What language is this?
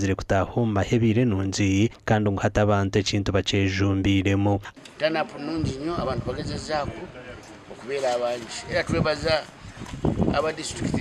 Nyankole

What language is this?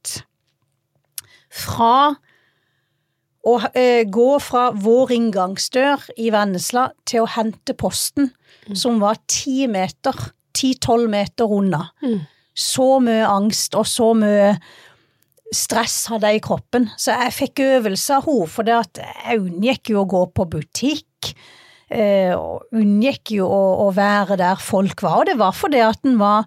Norwegian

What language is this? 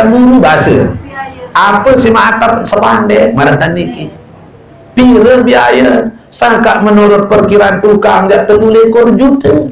Sasak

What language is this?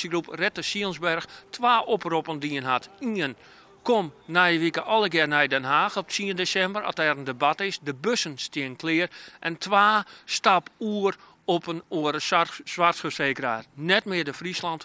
Western Frisian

